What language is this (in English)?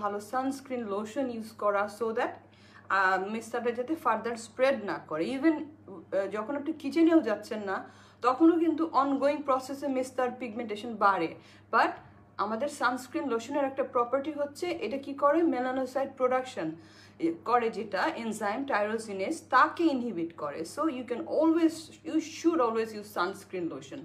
Bangla